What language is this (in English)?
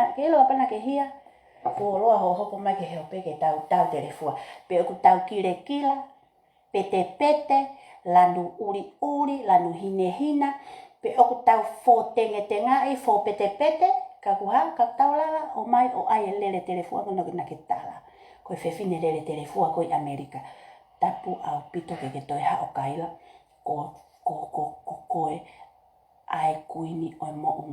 Tongan